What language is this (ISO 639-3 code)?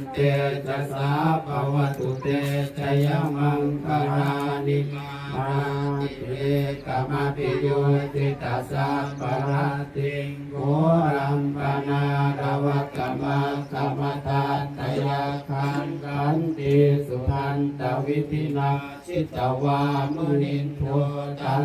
pli